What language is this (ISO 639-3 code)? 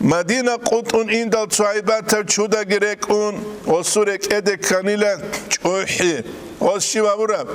ava